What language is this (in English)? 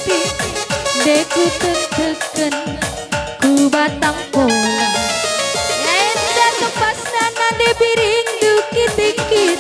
Batak Karo